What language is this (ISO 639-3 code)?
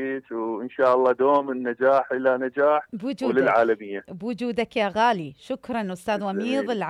acm